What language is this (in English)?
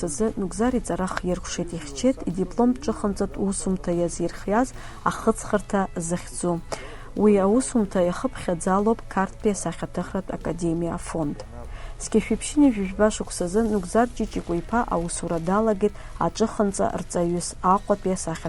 Abkhazian